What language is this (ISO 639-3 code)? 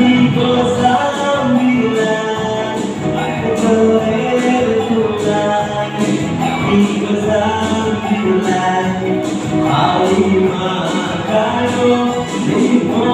min